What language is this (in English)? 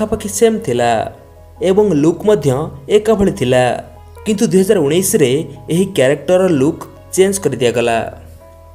Odia